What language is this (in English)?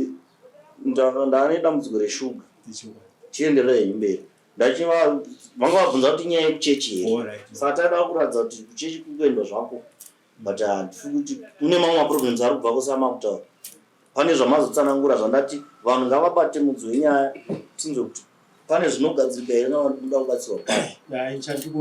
Shona